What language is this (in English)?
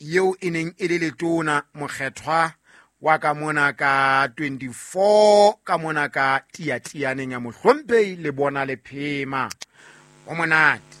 Southern Sotho